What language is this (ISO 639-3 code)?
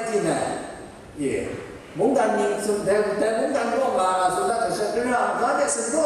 kac